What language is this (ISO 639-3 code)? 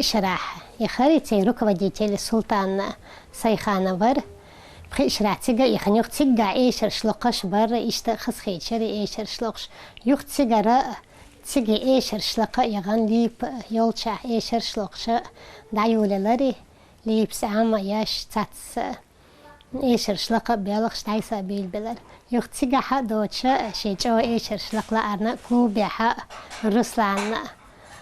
che